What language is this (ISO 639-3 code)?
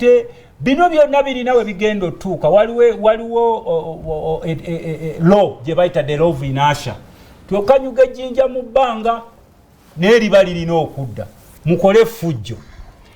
lug